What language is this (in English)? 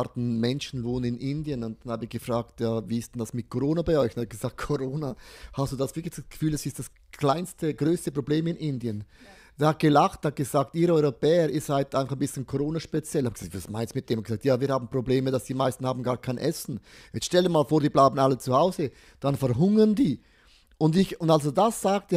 Swiss German